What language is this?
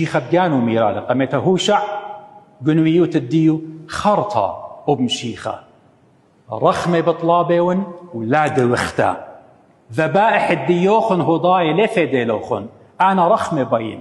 Assyrian Neo-Aramaic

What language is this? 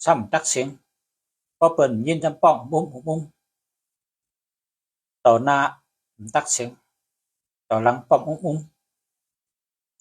Shan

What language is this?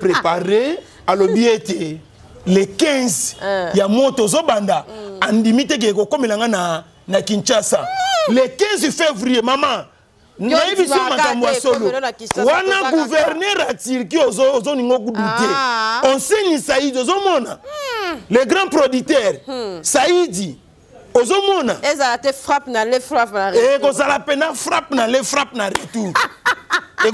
Lingala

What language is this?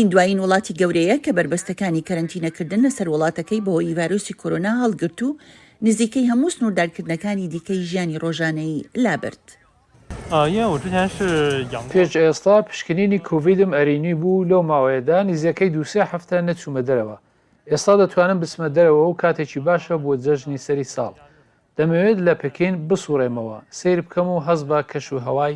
Central Kurdish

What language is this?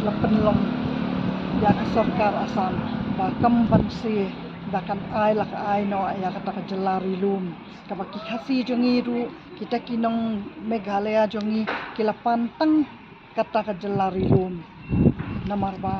Khasi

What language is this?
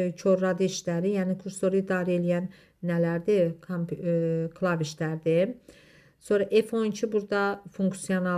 Azerbaijani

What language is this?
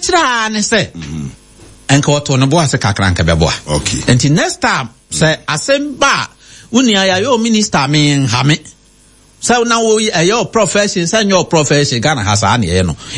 Akan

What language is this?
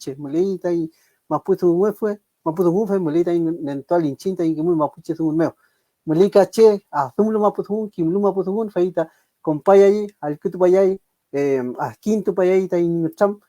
Mapuche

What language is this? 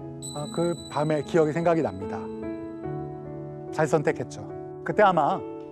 Korean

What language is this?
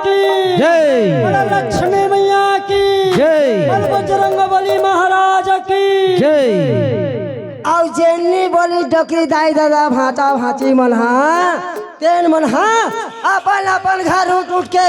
Chhattisgarhi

